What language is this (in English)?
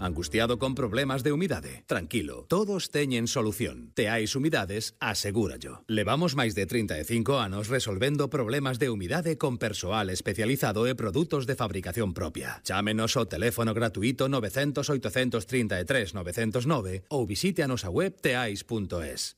Galician